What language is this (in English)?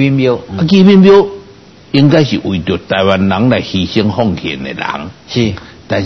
Chinese